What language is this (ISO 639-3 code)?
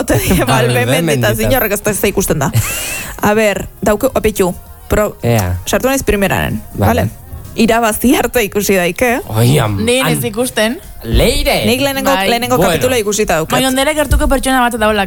eus